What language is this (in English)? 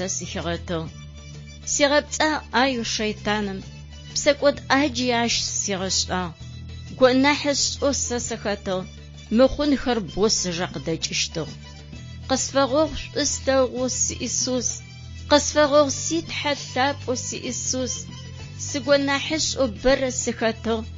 Adyghe